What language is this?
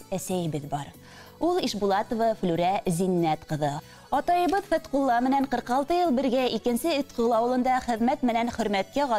Bashkir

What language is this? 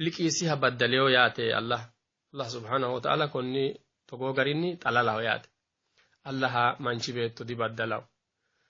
Sidamo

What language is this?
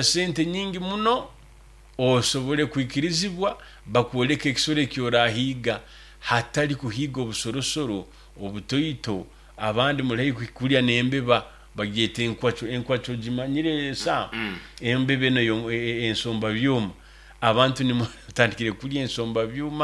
Nyoro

